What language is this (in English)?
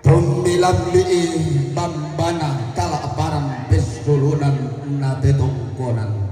Toraja-Sa'dan